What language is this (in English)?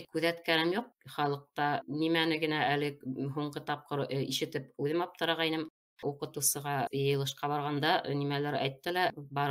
Bashkir